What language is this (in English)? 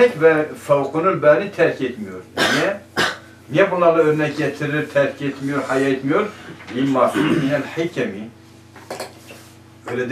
Turkish